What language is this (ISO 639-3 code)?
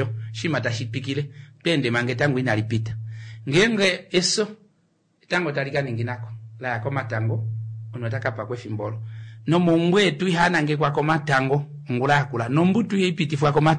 kua